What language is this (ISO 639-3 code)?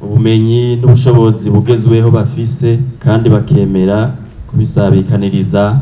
run